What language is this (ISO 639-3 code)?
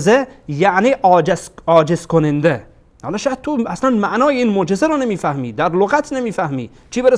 fas